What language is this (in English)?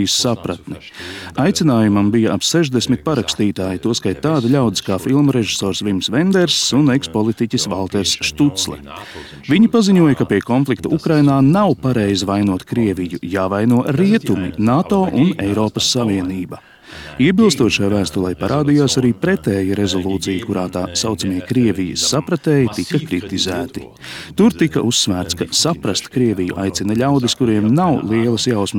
Latvian